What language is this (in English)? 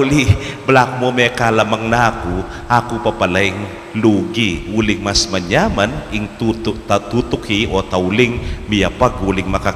Pampanga